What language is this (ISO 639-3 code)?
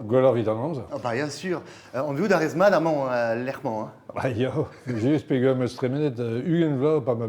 bre